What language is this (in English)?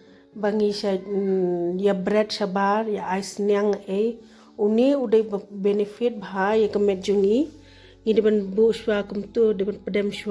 Khasi